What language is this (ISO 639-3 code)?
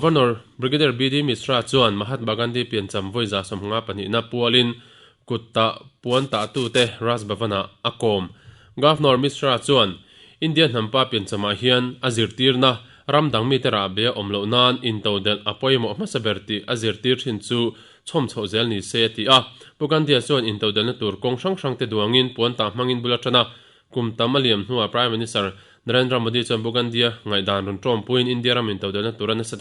lus